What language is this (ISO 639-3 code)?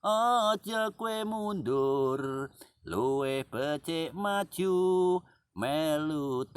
jav